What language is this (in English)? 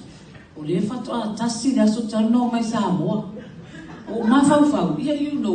Samoan